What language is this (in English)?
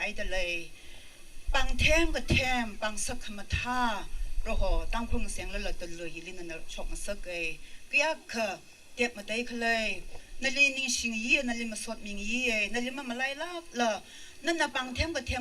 Tangkhul Naga (India)